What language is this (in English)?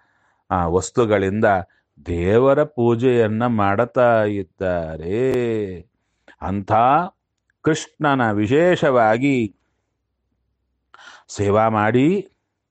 Kannada